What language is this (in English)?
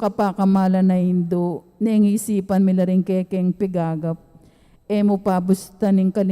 Pampanga